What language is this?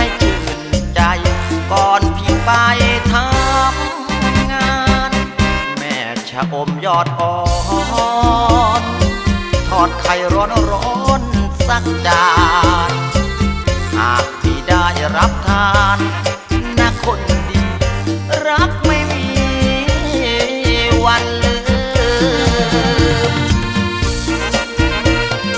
Thai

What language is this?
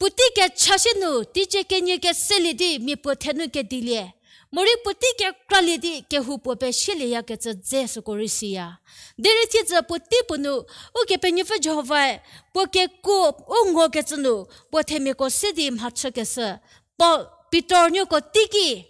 Angami Naga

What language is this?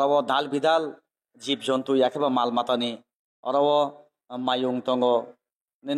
Kok Borok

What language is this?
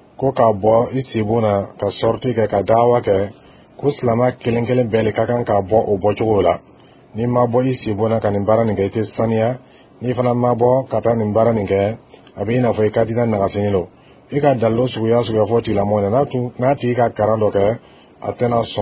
Dyula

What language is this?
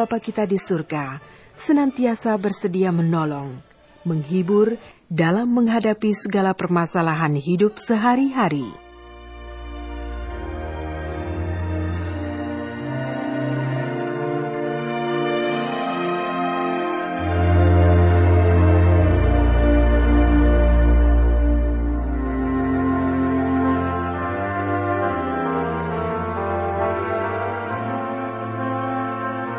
Indonesian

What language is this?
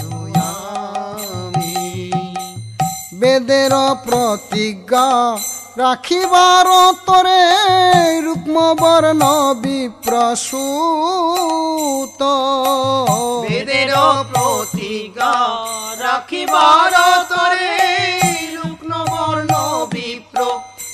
Bangla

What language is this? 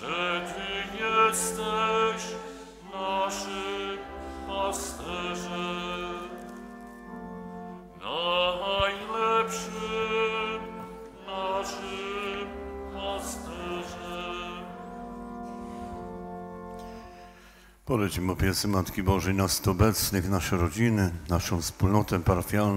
Polish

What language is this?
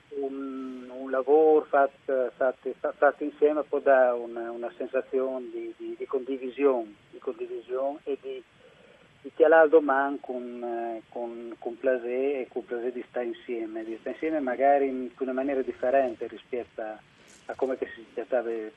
Friulian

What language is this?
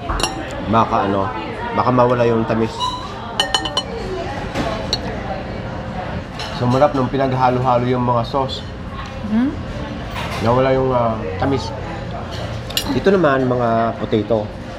Filipino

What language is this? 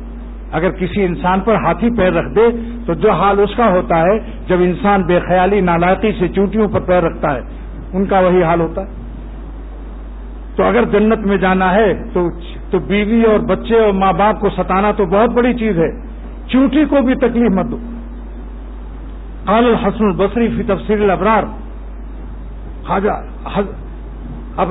Urdu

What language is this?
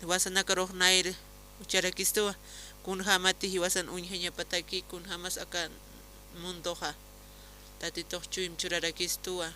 Aymara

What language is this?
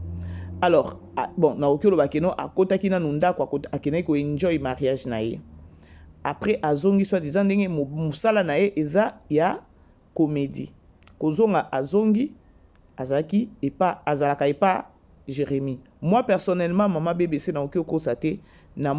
Lingala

